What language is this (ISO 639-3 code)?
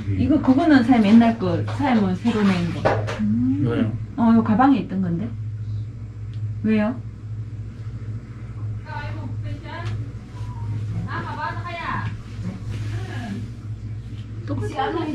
kor